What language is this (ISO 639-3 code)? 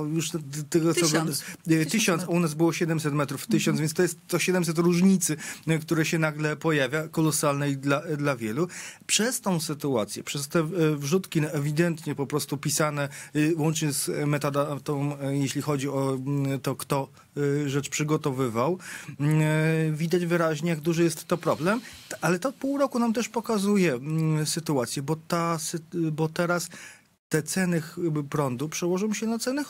pol